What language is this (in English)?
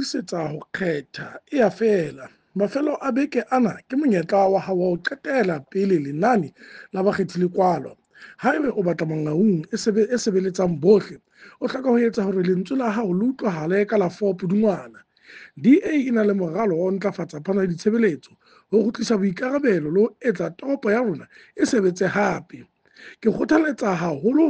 Southern Sotho